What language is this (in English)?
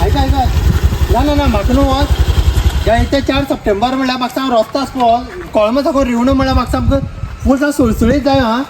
Konkani